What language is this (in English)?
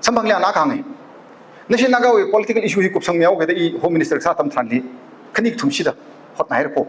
Tangkhul Naga (India)